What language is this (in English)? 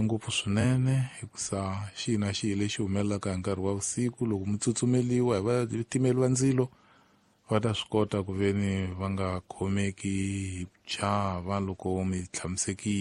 Tsonga